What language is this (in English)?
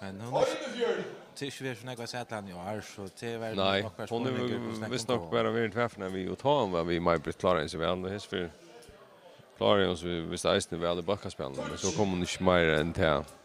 Faroese